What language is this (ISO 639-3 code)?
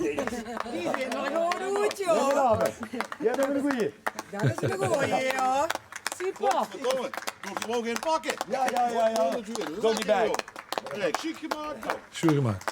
lim